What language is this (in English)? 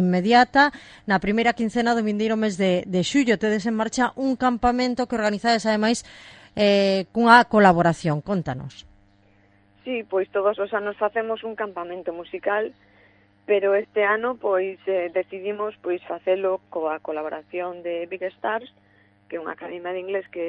Galician